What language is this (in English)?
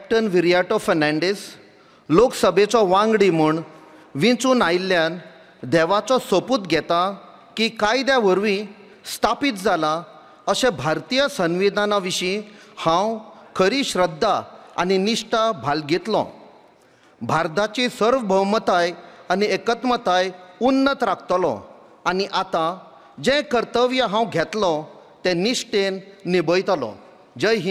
Konkani